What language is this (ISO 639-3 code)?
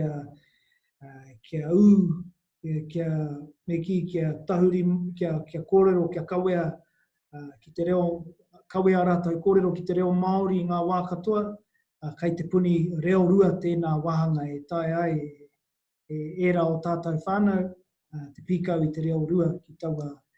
mri